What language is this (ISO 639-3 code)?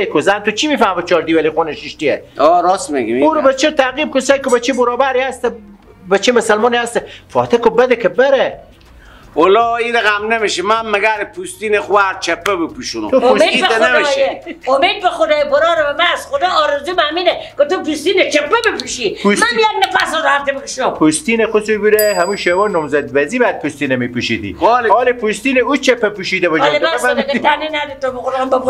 fas